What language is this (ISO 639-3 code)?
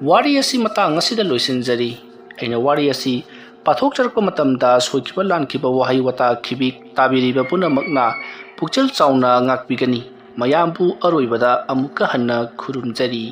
mni